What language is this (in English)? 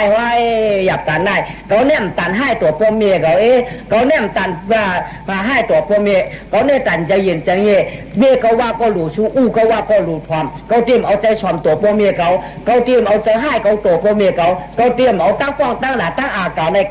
Shan